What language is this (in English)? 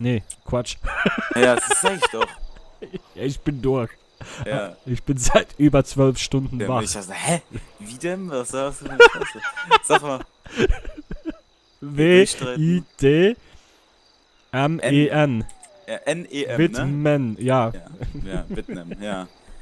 Swiss German